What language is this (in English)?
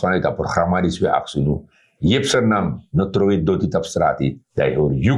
Sranan Tongo